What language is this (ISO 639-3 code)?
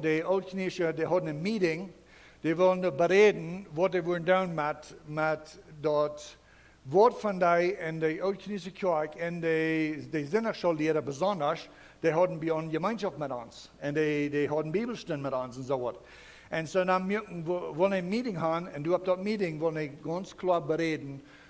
pdt